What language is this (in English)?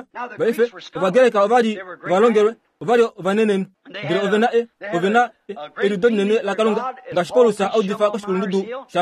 Kuanyama